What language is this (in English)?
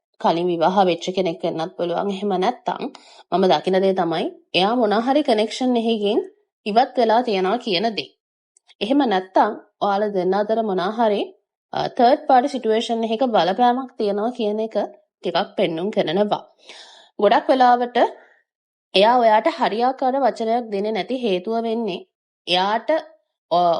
Sinhala